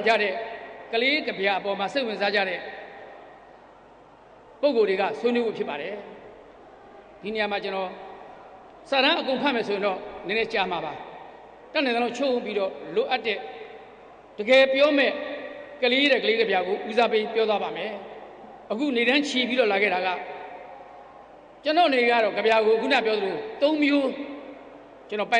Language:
Burmese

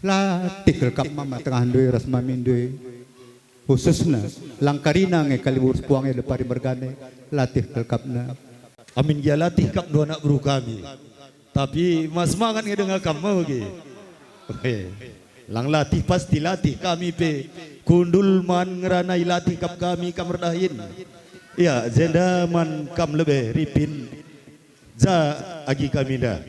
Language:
Batak Karo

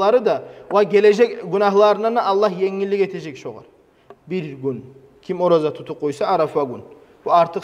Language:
Kumyk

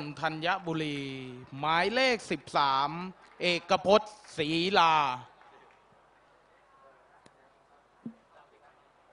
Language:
Thai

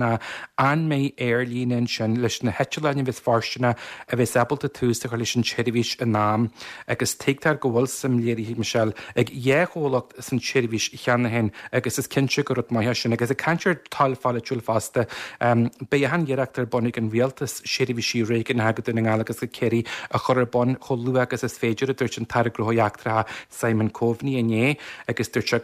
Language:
Irish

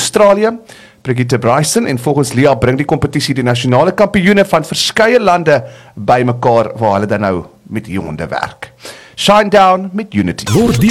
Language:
Afrikaans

